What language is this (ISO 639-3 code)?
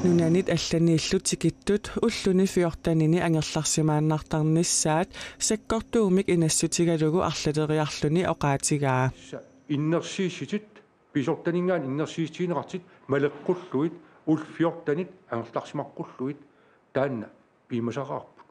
kal